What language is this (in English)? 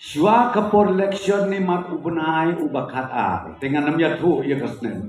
Khasi